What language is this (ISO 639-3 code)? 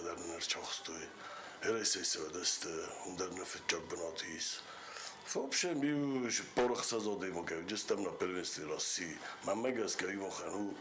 oss